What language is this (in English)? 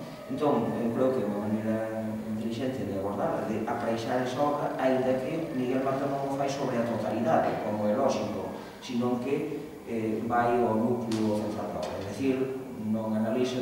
Galician